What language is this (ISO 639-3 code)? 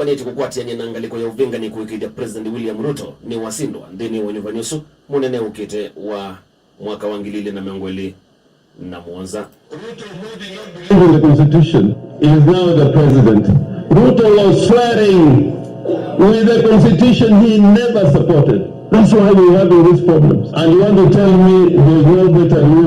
kam